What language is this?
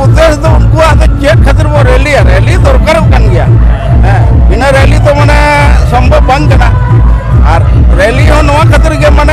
Santali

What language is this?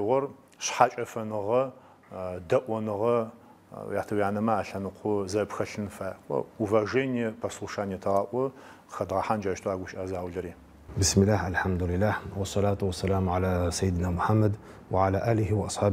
Adyghe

